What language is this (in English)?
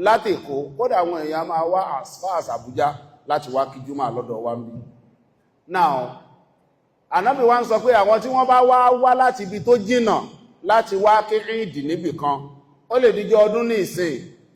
Yoruba